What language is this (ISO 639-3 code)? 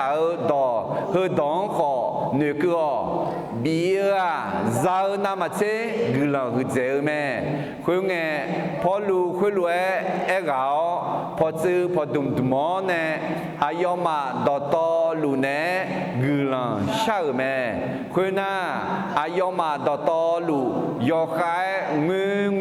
ahk